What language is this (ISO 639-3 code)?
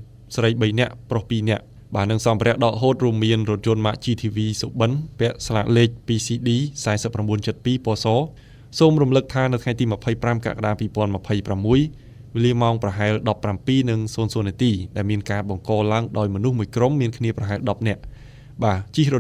khm